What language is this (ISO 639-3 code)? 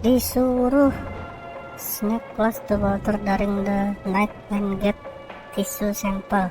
bjn